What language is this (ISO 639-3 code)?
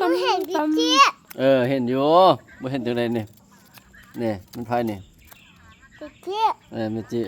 lao